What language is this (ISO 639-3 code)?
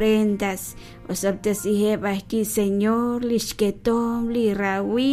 kek